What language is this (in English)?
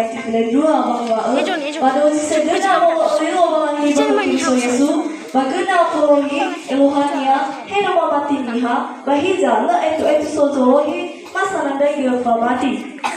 Nias